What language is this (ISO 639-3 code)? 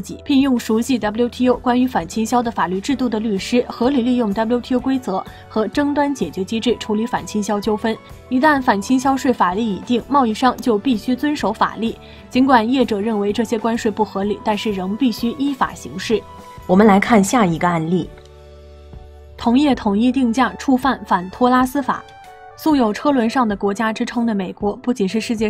zho